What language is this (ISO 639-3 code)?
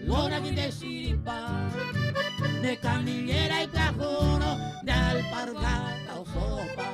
grn